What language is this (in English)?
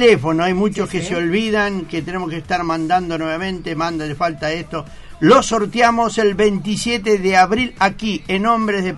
Spanish